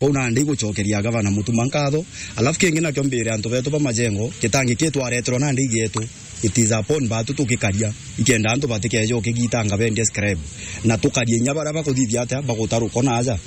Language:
Meru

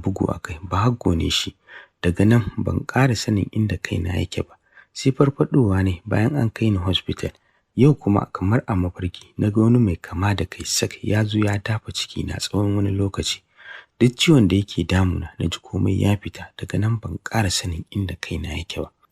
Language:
Hausa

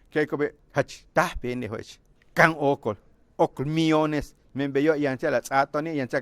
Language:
Yucateco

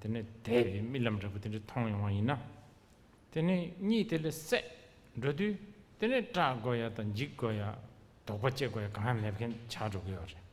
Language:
Tibetan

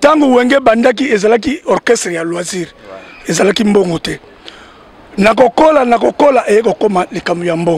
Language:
Lingala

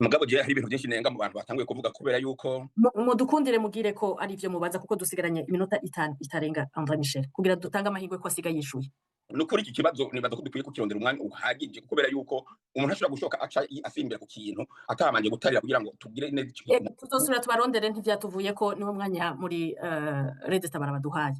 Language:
Rundi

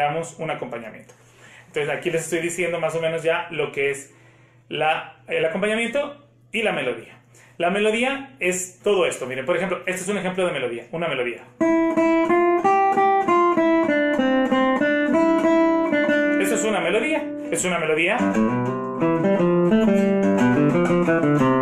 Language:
Spanish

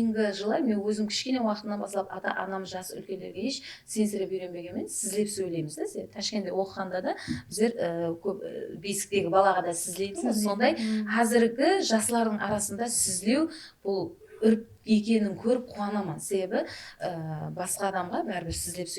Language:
Kara-Kalpak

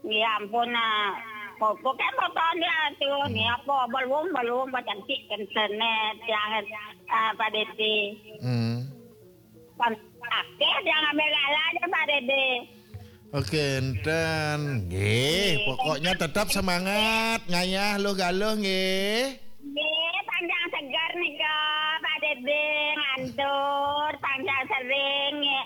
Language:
Balinese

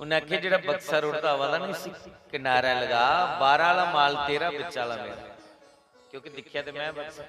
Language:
Dogri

